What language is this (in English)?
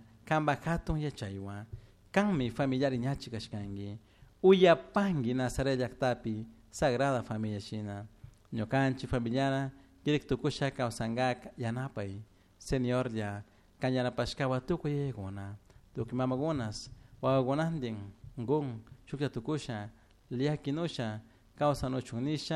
Chimborazo Highland Quichua